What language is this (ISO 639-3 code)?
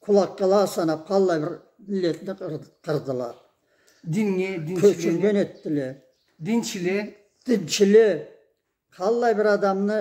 krc